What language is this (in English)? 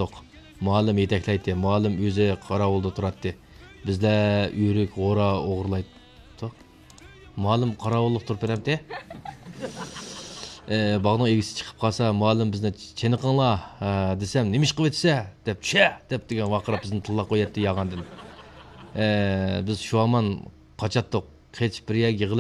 Uyghur